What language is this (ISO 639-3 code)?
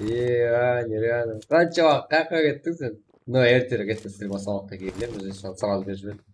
kaa